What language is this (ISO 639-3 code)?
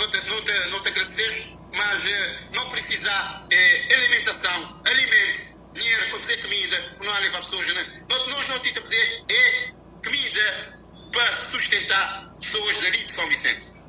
kea